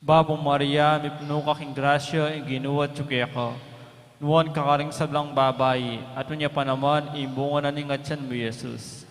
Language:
Pampanga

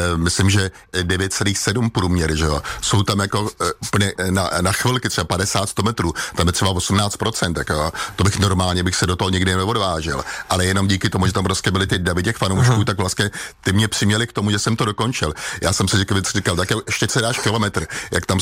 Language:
Czech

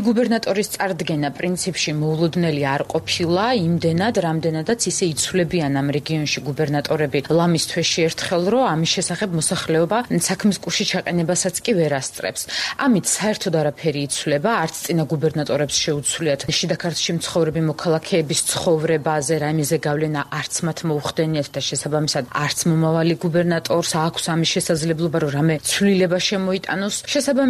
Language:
Georgian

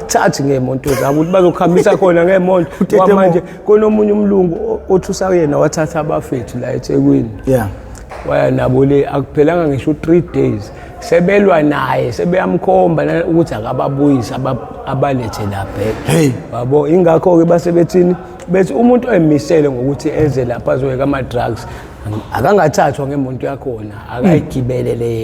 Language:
Zulu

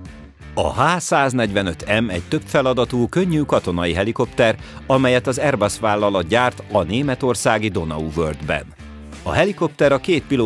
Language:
Hungarian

